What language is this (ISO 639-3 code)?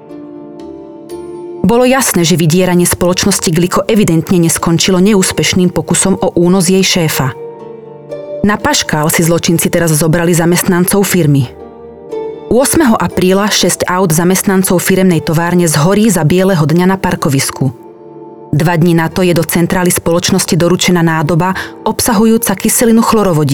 slk